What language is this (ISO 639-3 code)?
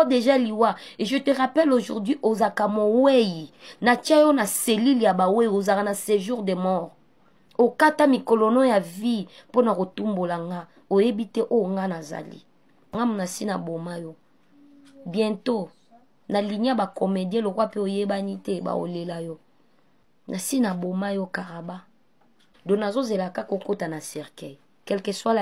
lin